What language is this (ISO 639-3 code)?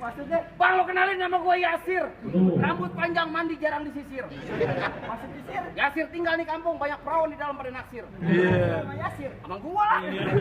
bew